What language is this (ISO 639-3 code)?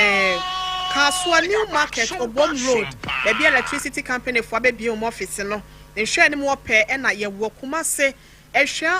aka